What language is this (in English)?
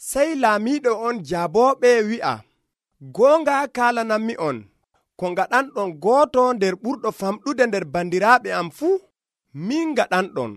Nigerian Fulfulde